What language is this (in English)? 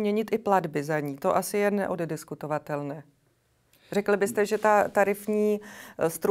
Czech